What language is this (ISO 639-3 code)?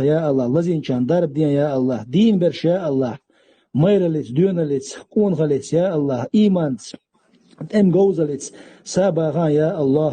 che